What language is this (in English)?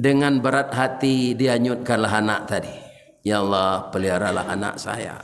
Minangkabau